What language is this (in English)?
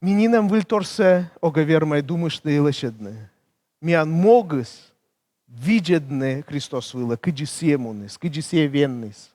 Komi